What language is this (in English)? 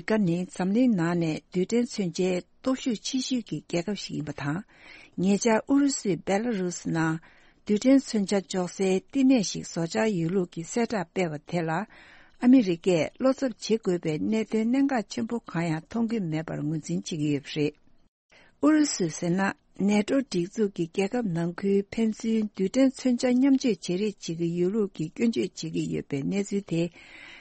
Tibetan